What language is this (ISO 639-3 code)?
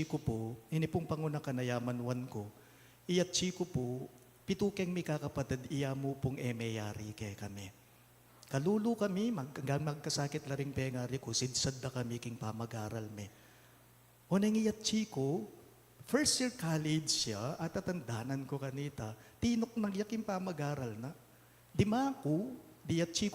pam